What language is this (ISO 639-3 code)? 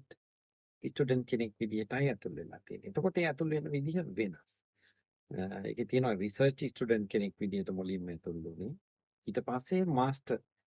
sin